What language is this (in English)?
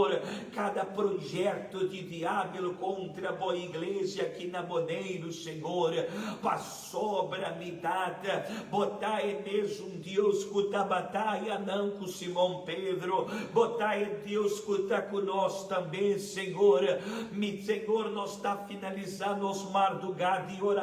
Papiamento